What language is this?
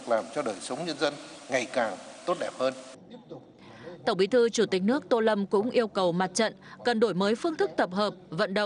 Vietnamese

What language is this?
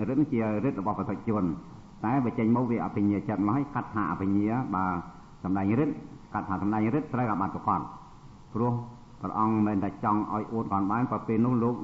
Khmer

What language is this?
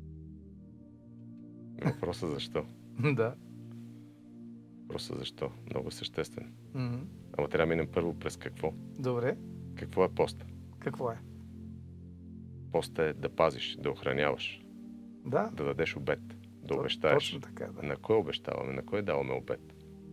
Bulgarian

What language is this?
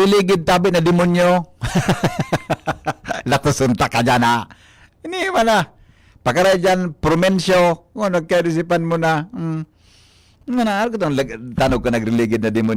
Bikol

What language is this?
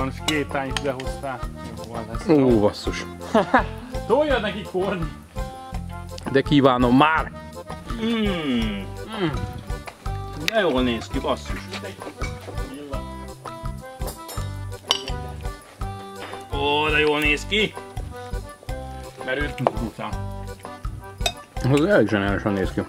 Hungarian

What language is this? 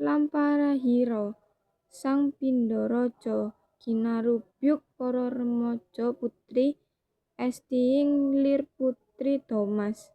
Javanese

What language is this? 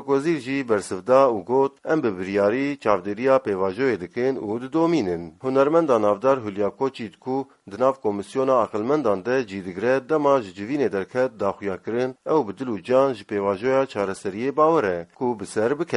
Kurdish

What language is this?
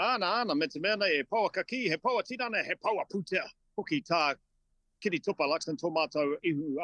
Māori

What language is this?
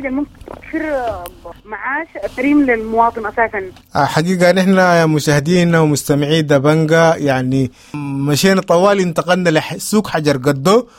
Sudanese Arabic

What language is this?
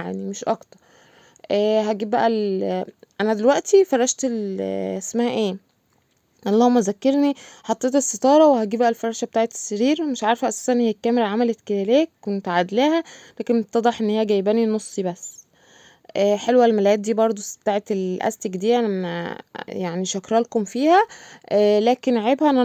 Egyptian Arabic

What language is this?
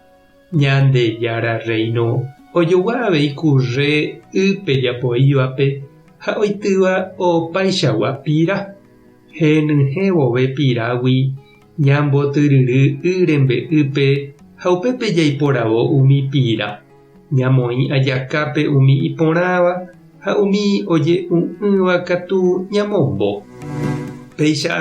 Guarani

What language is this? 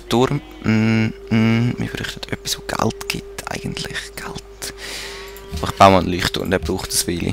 Swiss German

